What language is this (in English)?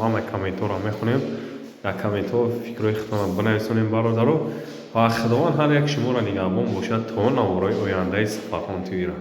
Tajik